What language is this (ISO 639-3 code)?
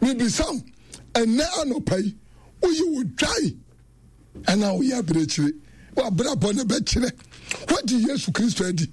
aka